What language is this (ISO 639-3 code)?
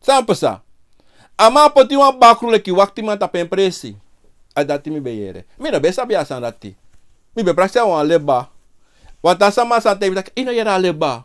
srn